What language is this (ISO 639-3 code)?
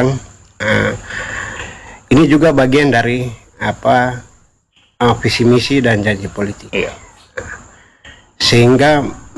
ind